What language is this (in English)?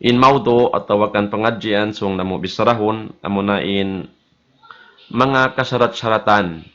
Tausug